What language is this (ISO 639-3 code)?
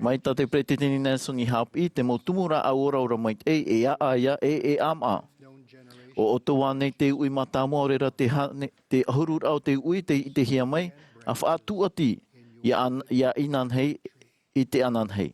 tah